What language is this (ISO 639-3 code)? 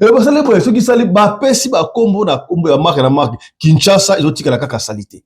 lin